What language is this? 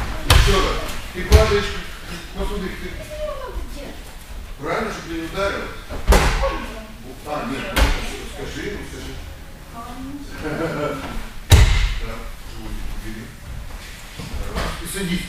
Russian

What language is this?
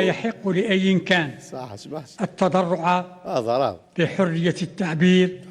Kabyle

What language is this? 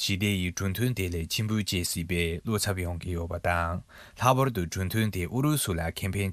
Tibetan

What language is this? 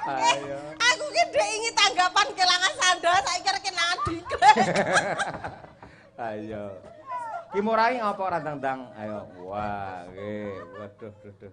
Javanese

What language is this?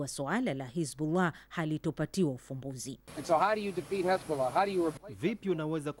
Swahili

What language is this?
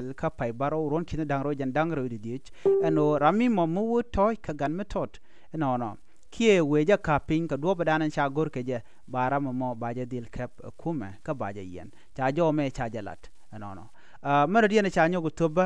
Nuer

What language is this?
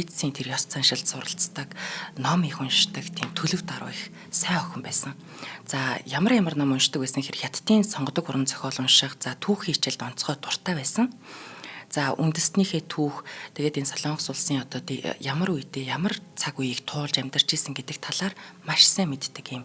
Mongolian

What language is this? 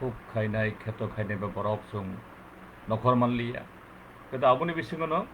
Kok Borok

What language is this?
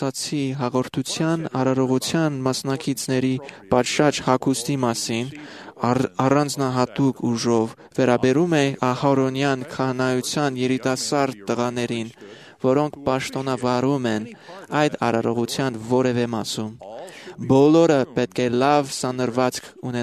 Armenian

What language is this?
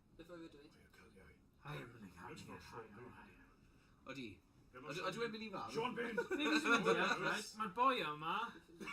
Welsh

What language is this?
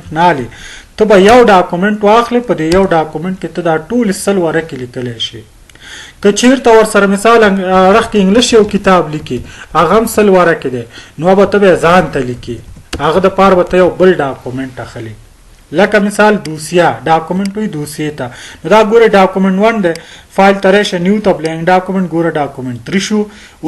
Pashto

